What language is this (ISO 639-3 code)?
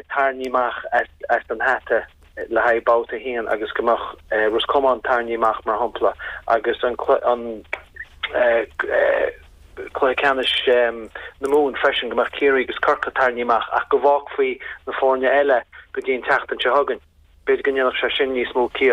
gle